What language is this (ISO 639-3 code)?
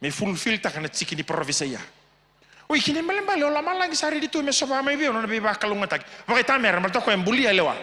fij